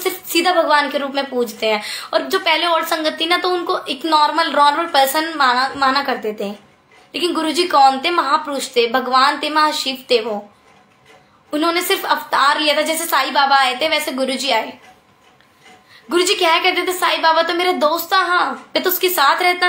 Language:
Hindi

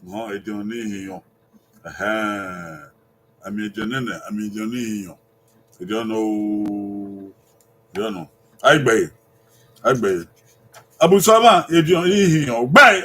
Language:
Bini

